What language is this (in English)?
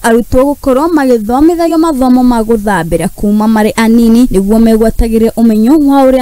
Kikuyu